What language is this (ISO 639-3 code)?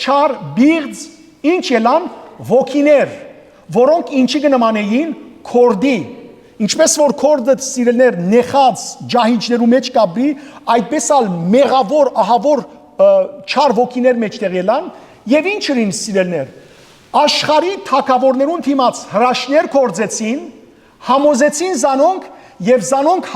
hyw